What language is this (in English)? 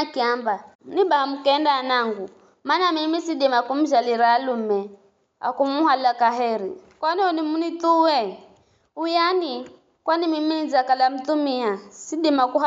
Giryama